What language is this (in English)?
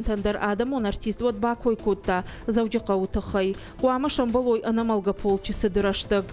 Ossetic